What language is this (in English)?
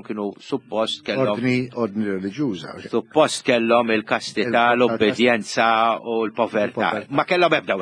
Maltese